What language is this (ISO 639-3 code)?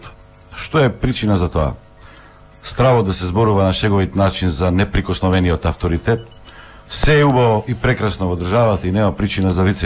mkd